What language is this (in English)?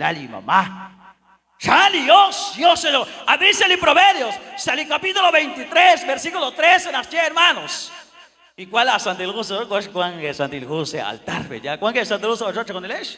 Kekchí